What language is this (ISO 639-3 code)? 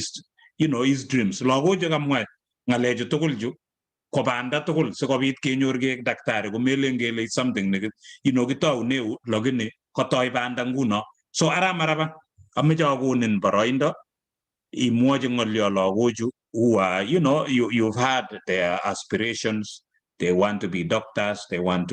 kln